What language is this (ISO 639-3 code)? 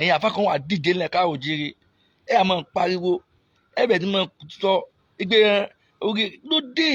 yor